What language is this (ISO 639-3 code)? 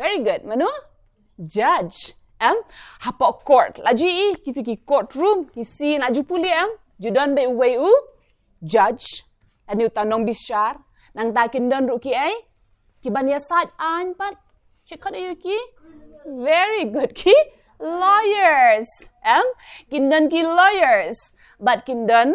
kha